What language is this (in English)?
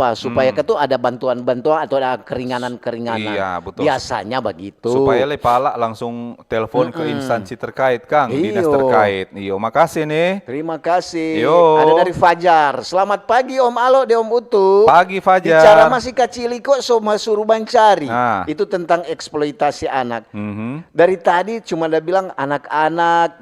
Manado Malay